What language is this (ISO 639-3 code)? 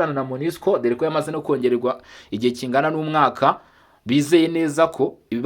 kin